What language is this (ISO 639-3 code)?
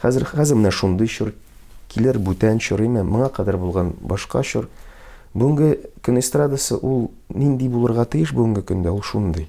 tat